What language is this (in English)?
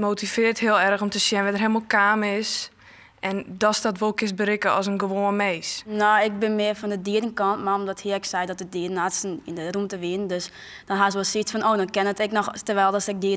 Western Frisian